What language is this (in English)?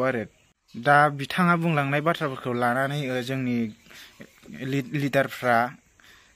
Bodo